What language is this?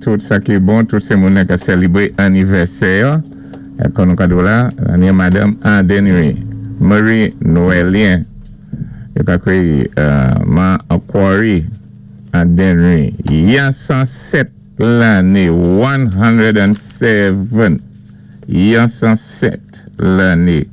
Saint Lucian Creole French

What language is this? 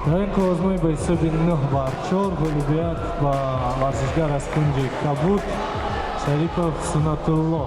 Tajik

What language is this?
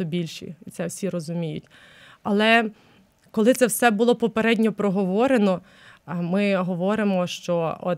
Ukrainian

